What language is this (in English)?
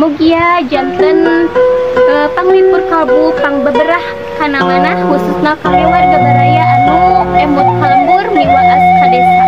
Sundanese